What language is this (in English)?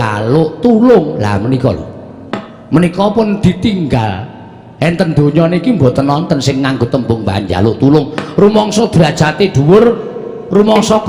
Javanese